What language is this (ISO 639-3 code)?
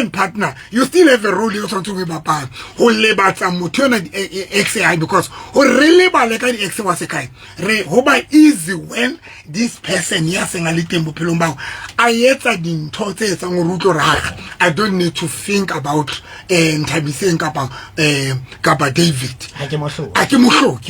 sot